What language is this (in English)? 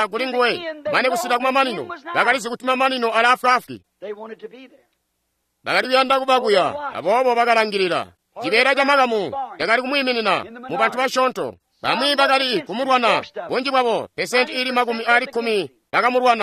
Tonga (Zambia)